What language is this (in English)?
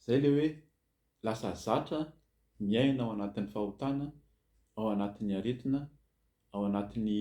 Malagasy